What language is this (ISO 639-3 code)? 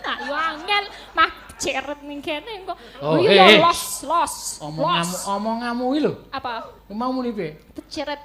jav